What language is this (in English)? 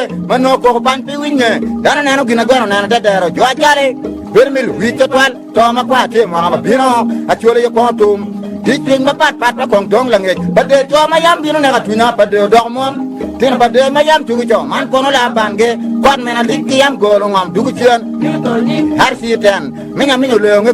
Acoli